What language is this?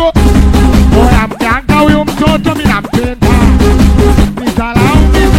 Swahili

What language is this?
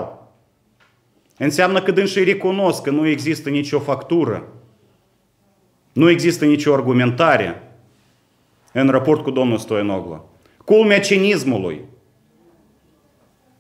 Romanian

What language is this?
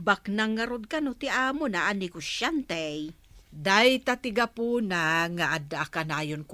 Iloko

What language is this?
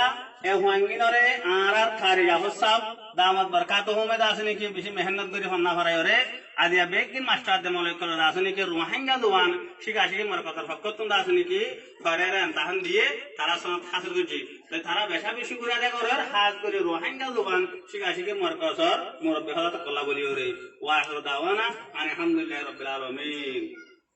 Rohingya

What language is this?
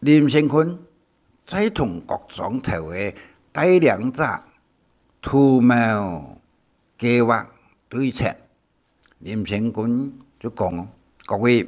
Hakka Chinese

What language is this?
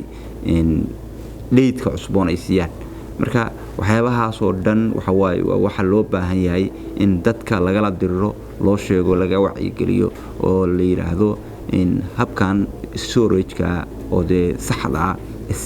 Somali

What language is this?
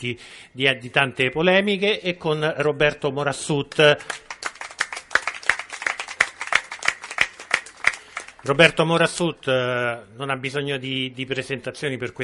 Italian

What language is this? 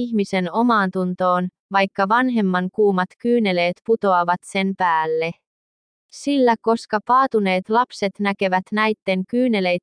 Finnish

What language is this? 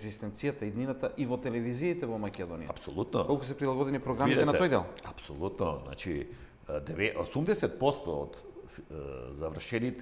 Macedonian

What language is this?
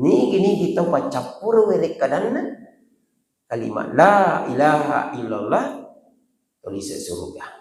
Buginese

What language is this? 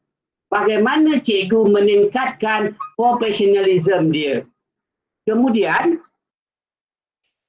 Malay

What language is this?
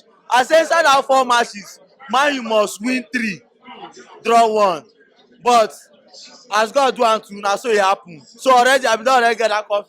Nigerian Pidgin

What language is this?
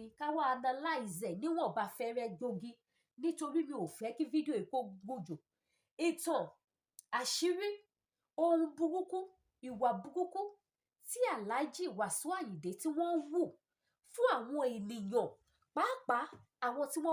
Yoruba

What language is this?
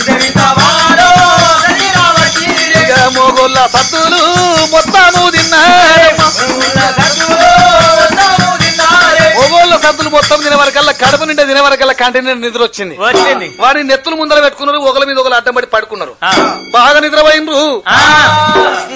Telugu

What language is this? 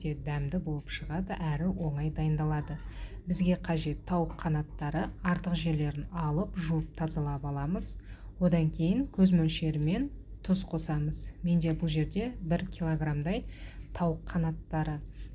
Kazakh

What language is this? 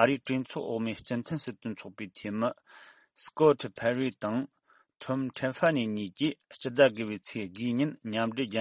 Tibetan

